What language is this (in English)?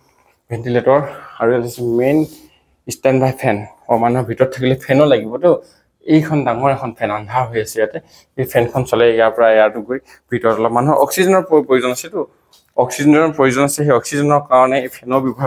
Assamese